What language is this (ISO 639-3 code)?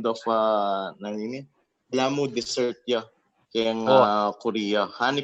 pam